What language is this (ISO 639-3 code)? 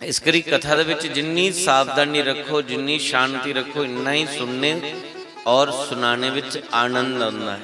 doi